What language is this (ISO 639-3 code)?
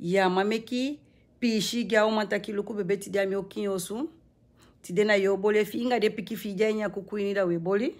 srn